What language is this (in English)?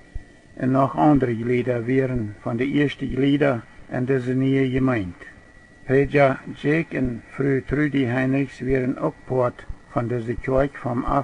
Plautdietsch